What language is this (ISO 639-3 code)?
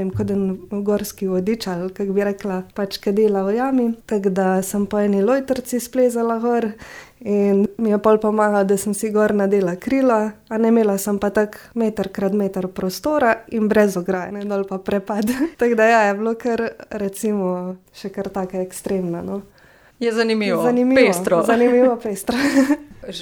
slv